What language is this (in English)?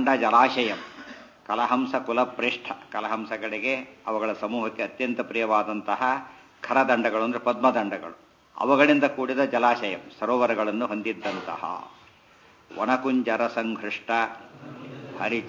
Kannada